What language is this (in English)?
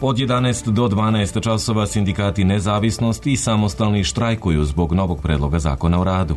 Serbian